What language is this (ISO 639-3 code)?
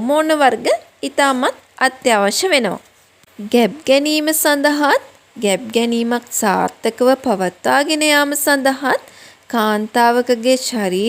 sin